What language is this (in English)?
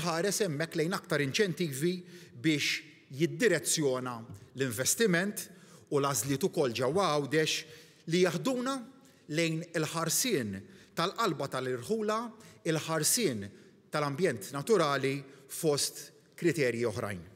Maltese